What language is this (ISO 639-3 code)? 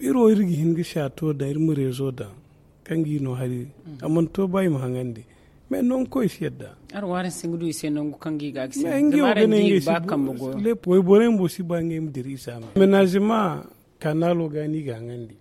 dje